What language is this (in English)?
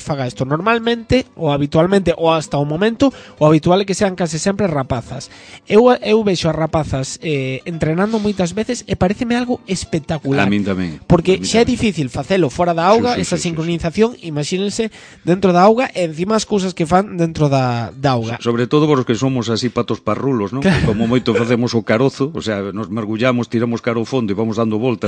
Galician